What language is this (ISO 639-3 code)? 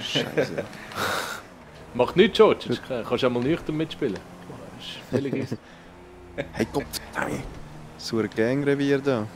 gsw